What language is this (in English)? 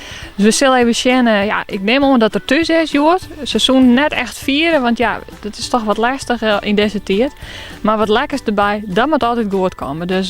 Western Frisian